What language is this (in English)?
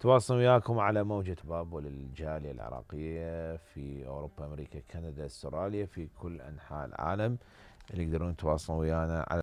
Mesopotamian Arabic